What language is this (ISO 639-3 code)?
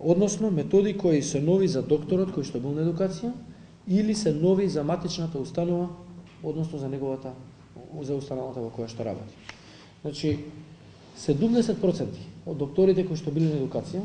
mkd